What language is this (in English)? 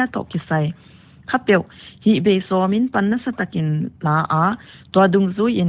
Paite Chin